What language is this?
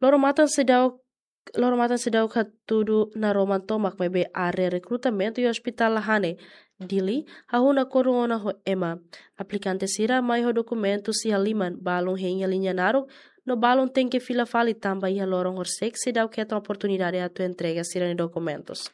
Tetum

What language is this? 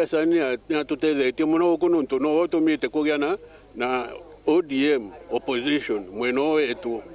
Meru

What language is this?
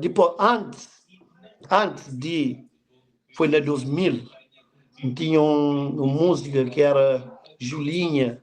Kabuverdianu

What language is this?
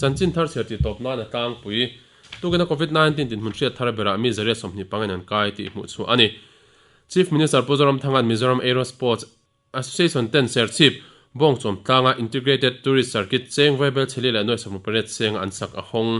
Mizo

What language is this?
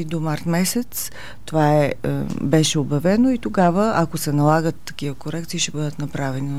Bulgarian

